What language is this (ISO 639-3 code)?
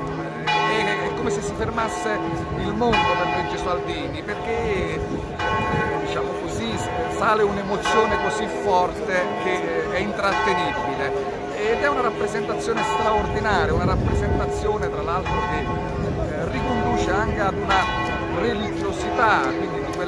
ita